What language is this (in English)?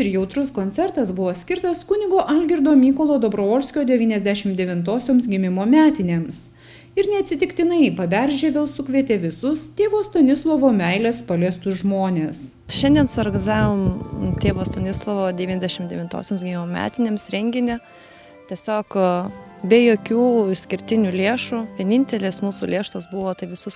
Lithuanian